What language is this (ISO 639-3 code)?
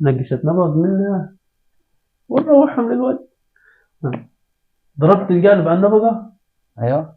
arz